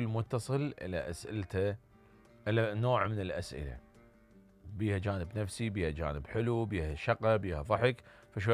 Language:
Mesopotamian Arabic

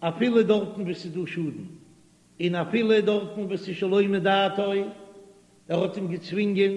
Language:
Yiddish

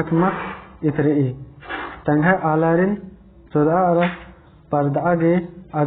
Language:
Kurukh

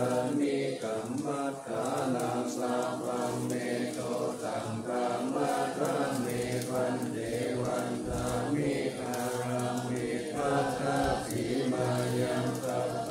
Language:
Pali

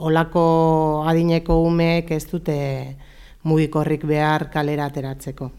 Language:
Basque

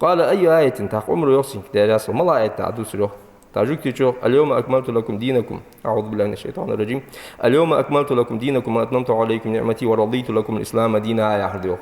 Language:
Ingush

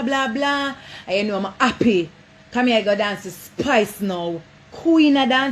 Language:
Jamaican Creole English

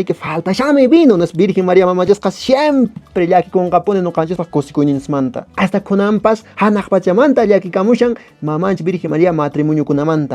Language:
Quechua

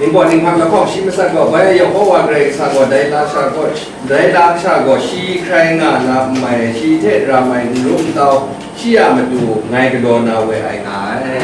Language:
Kachin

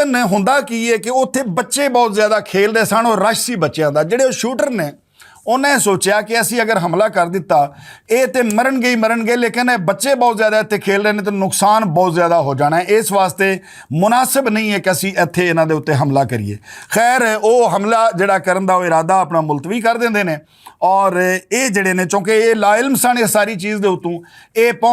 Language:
Western Panjabi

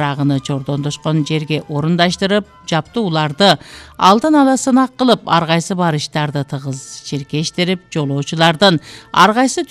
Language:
Kyrgyz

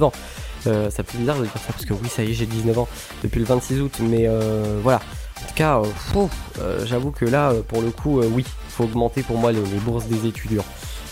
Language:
French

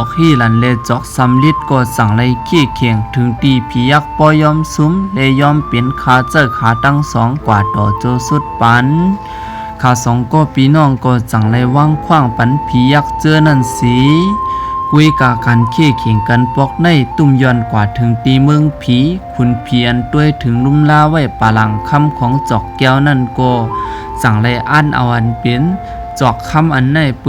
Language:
Shan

